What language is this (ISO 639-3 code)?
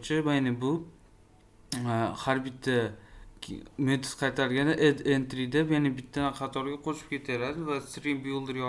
uzb